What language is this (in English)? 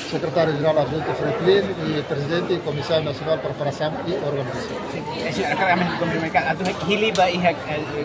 Tetum